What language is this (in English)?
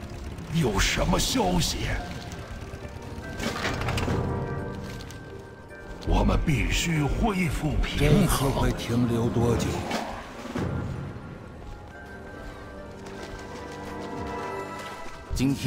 Chinese